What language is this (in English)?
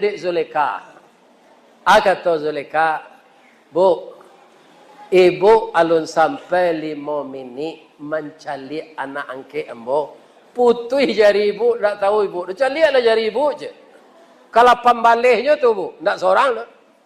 Minangkabau